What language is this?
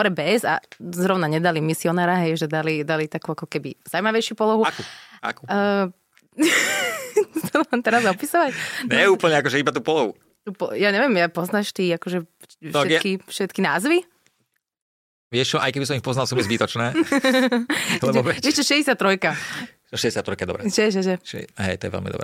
Slovak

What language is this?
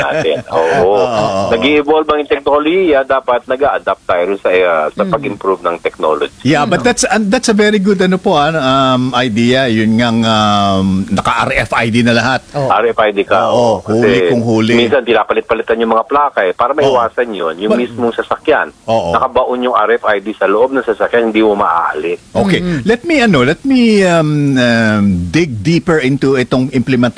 Filipino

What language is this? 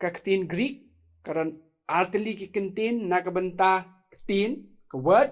Khasi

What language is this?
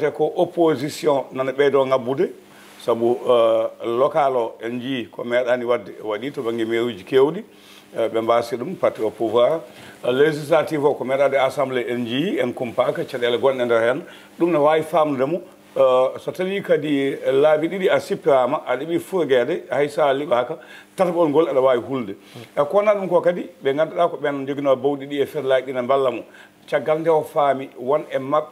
Fula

